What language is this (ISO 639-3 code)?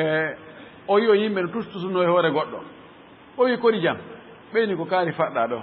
ful